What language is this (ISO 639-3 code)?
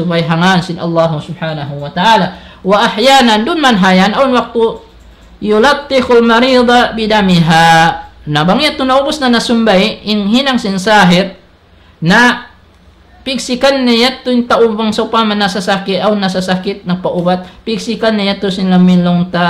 tsg